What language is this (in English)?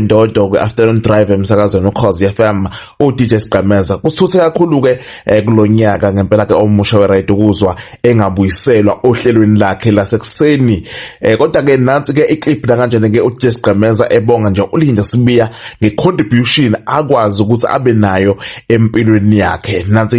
Zulu